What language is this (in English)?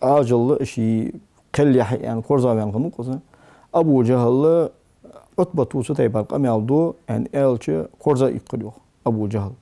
Ingush